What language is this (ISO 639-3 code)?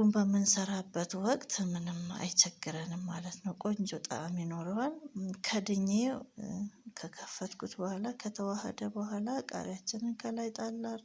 amh